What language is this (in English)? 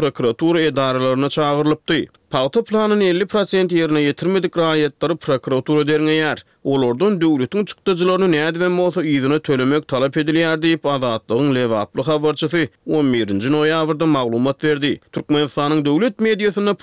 Turkmen